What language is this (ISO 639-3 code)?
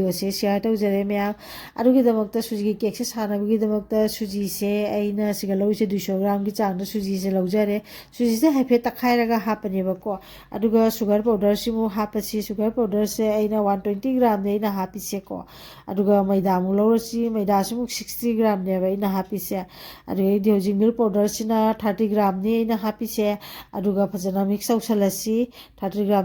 mni